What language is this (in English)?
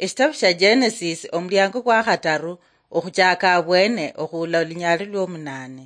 Luyia